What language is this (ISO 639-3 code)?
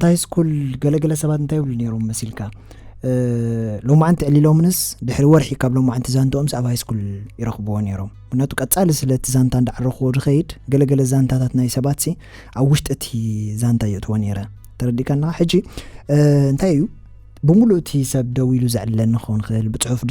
tir